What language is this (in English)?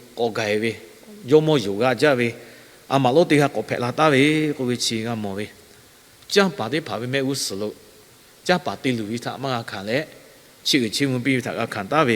Lahu